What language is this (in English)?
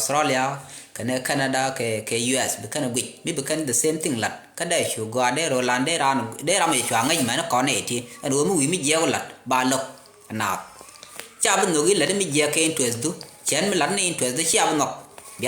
Nuer